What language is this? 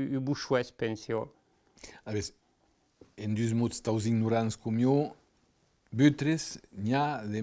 Occitan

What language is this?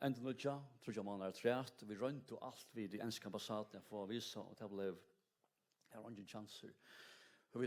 Faroese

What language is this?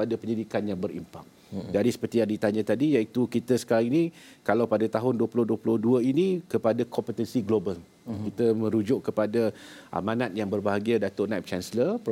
Malay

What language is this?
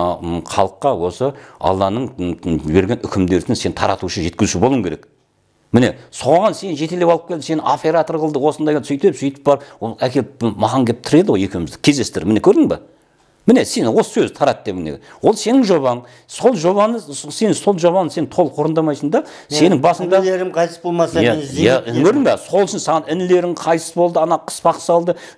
Kazakh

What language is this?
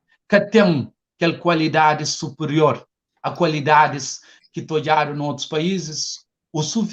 Kabuverdianu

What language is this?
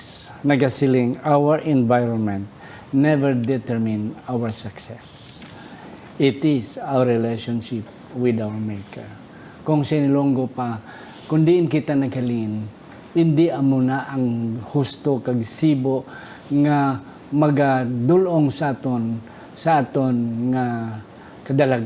Hiligaynon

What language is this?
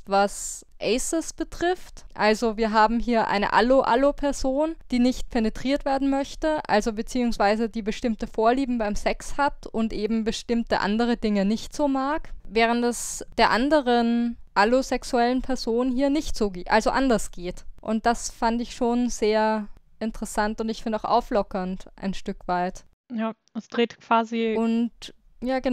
German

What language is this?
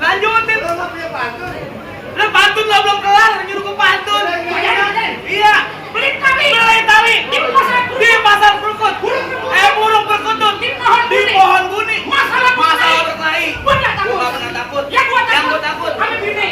Betawi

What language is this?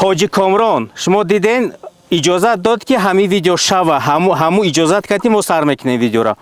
Tajik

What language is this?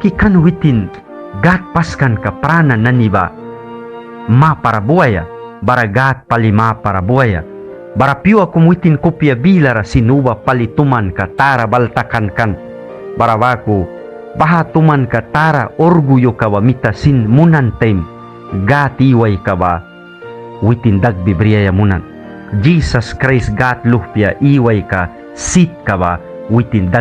Mískito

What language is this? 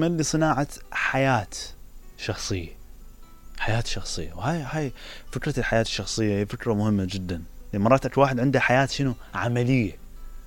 Mesopotamian Arabic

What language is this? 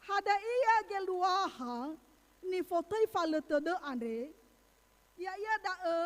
Nias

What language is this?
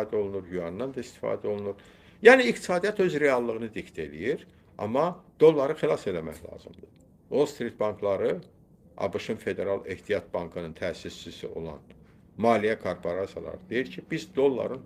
Azerbaijani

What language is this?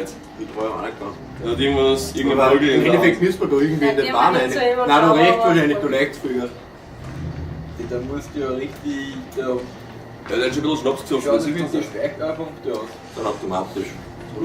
Bavarian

